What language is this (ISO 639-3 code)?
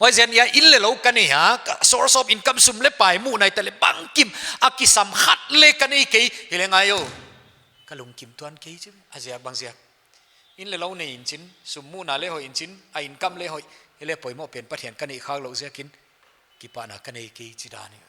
pck